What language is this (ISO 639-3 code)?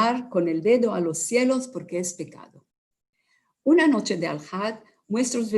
lad